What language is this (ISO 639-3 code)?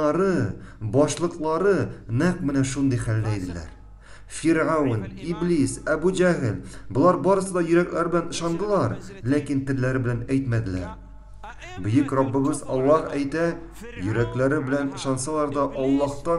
tat